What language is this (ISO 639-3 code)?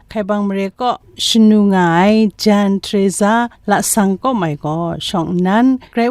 kac